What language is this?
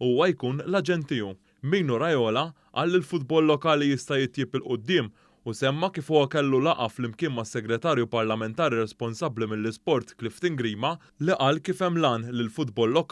Maltese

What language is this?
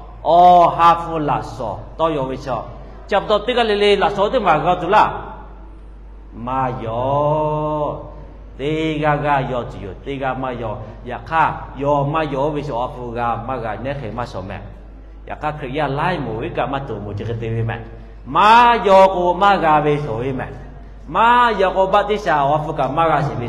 Lahu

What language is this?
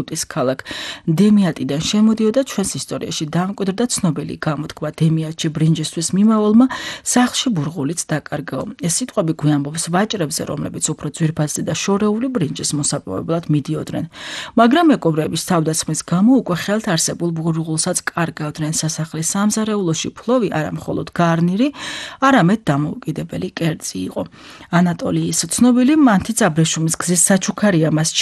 Georgian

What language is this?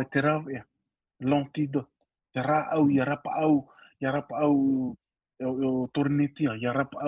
Tahitian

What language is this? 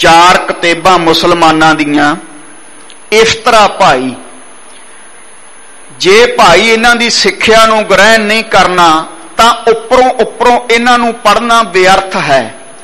Punjabi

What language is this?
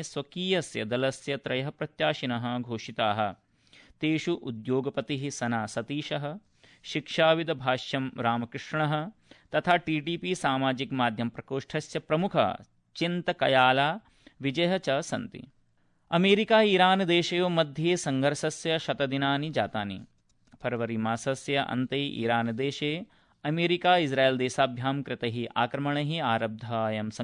Sanskrit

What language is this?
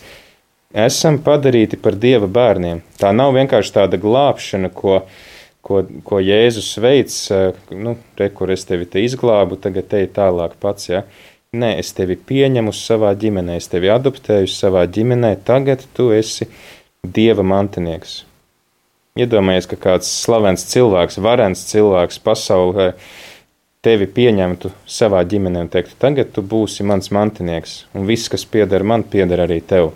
Latvian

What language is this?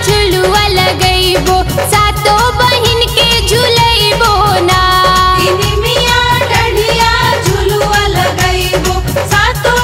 Bhojpuri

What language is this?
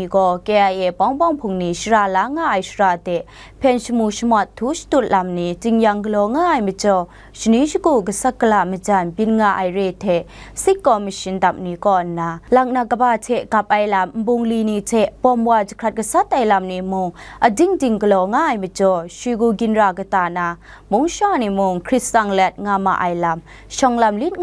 Kachin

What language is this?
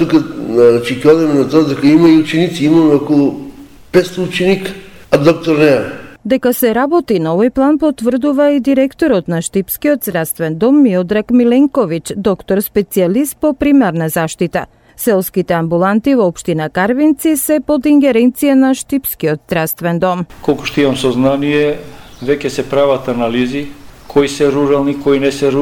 Macedonian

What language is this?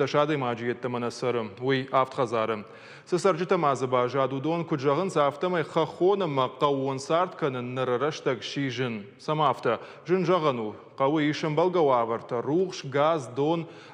Ossetic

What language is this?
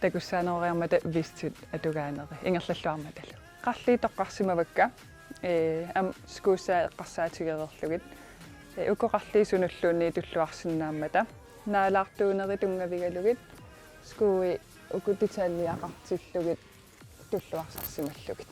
Kalaallisut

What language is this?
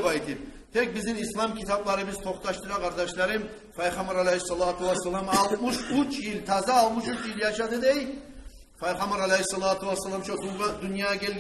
Kumyk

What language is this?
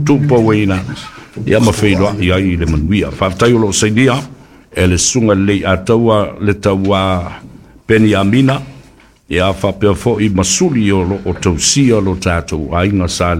Samoan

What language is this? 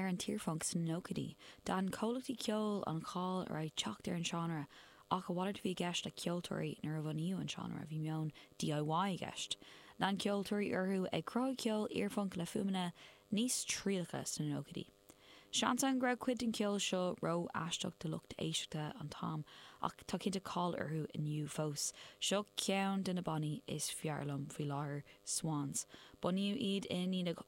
Irish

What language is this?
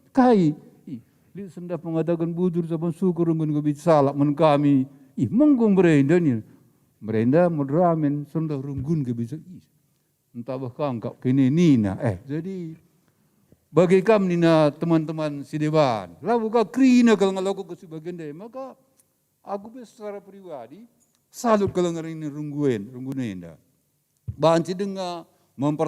Batak Karo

